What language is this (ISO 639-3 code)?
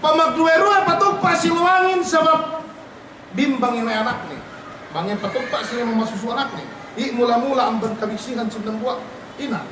yka